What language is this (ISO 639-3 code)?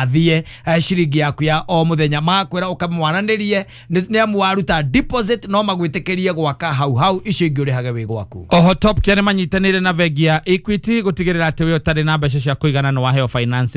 kik